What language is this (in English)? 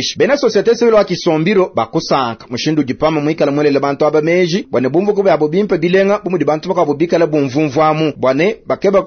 Luba-Lulua